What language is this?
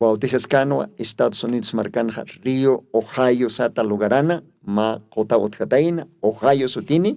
Aymara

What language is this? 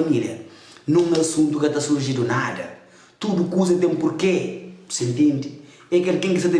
Kabuverdianu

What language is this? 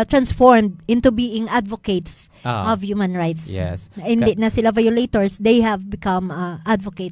Hiligaynon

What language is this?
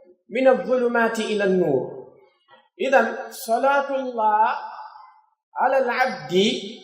Pular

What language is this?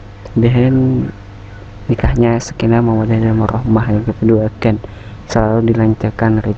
Banjar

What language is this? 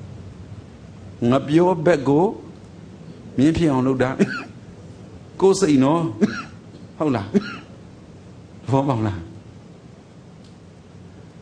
Burmese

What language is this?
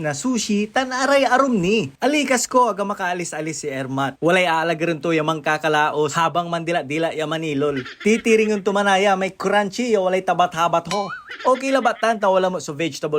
Pangasinan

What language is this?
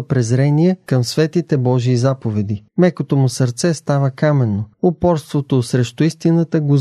Bulgarian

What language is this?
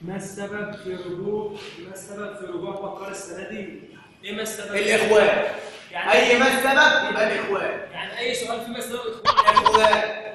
Egyptian Arabic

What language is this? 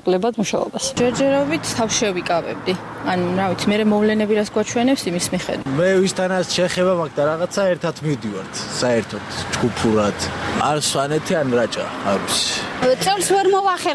Georgian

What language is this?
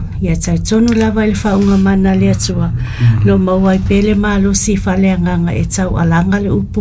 Samoan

